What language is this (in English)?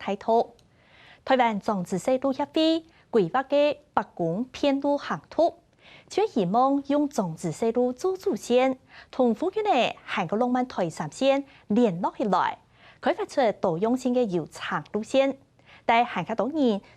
Hakka Chinese